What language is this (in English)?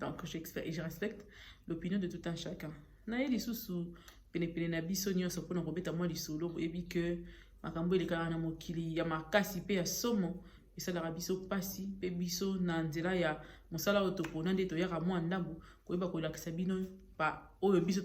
Lingala